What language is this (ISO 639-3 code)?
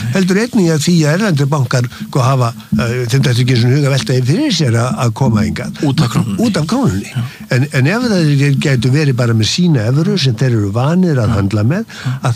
isl